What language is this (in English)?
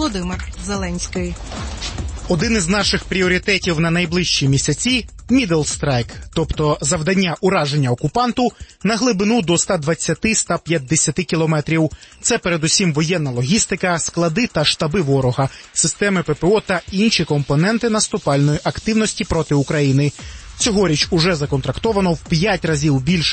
Ukrainian